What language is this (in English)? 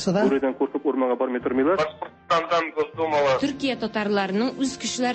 Tatar